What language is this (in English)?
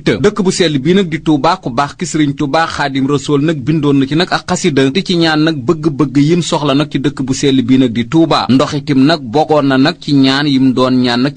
Wolof